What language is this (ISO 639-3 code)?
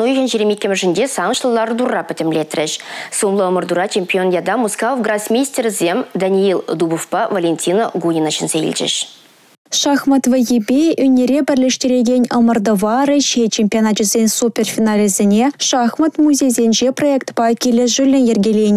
chv